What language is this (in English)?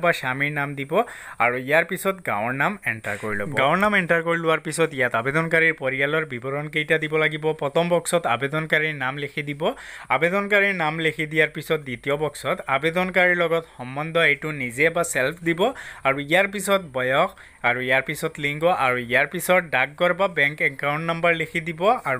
Assamese